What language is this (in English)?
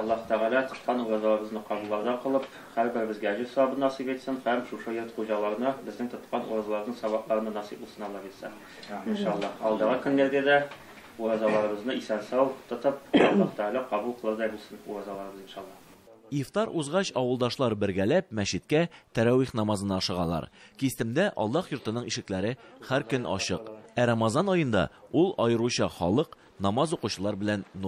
Tatar